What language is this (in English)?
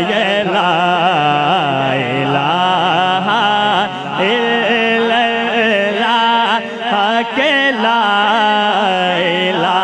Urdu